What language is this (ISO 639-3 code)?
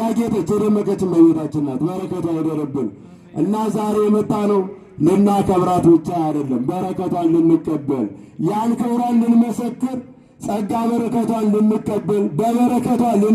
amh